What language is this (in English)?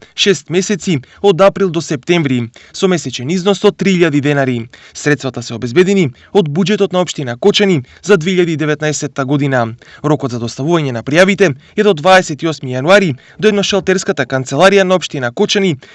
Macedonian